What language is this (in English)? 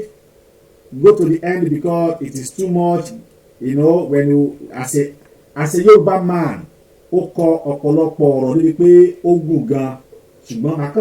Yoruba